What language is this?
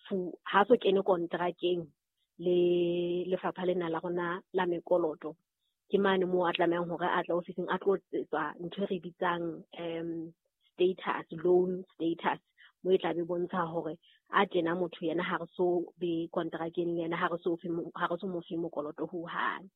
Southern Sotho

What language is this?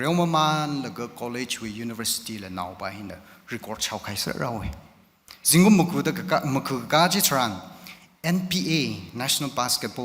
Tangkhul Naga (India)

